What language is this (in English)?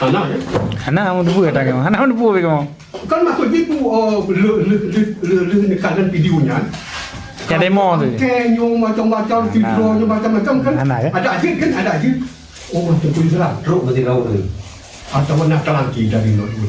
Achinese